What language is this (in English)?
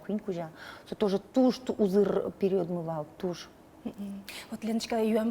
Udmurt